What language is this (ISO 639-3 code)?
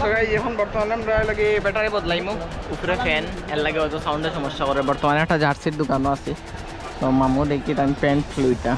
syl